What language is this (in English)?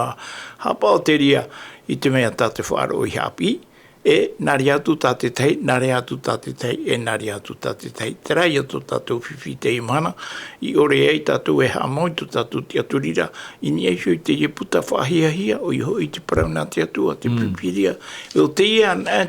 Tahitian